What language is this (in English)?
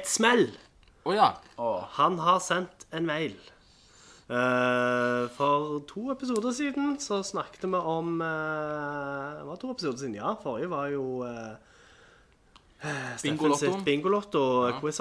Norwegian